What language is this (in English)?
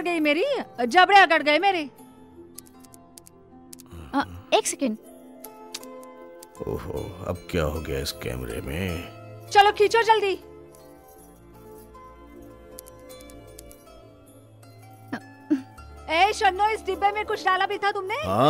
Hindi